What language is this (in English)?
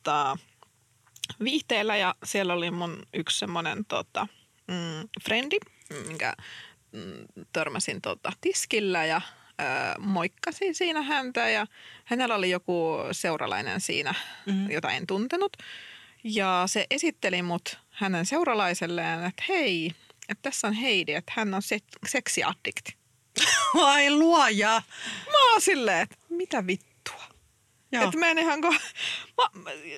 Finnish